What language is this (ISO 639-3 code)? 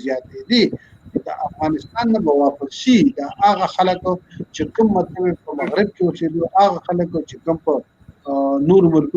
pus